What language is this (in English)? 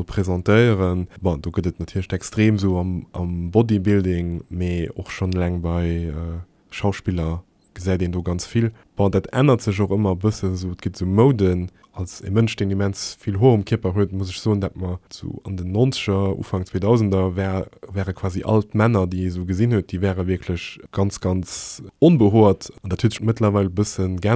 Luxembourgish